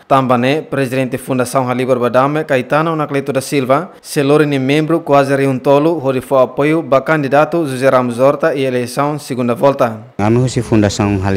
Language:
Tetum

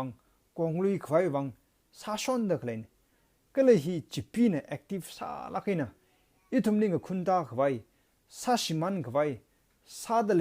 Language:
Tangkhul Naga (India)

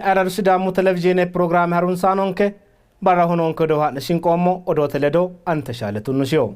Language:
Sidamo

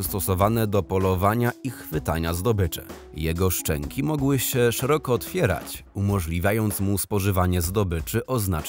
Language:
Polish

